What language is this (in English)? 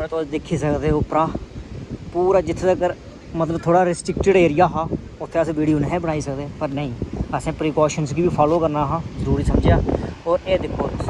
Dogri